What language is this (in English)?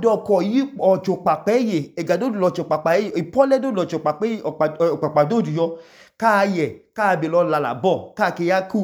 Idoma